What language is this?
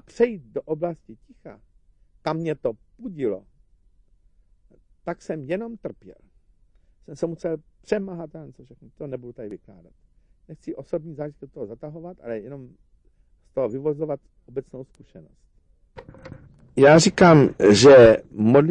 Czech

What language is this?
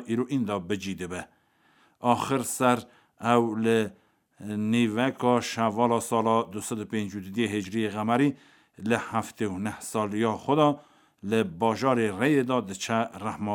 Kurdish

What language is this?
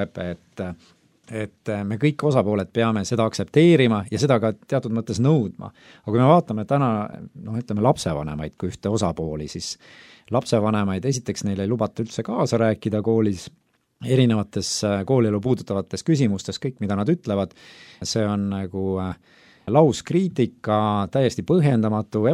Estonian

